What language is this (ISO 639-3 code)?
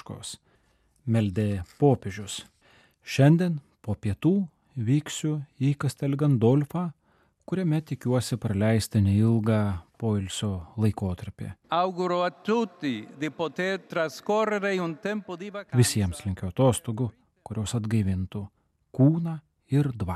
lit